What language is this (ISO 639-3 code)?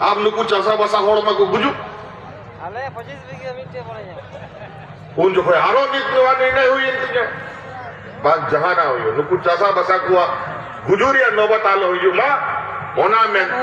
sat